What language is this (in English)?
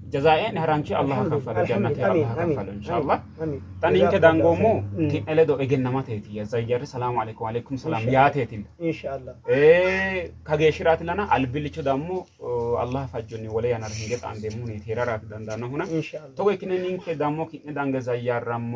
Sidamo